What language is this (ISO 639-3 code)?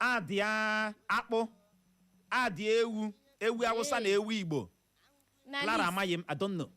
ibo